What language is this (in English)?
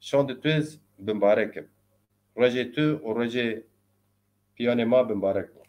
Zaza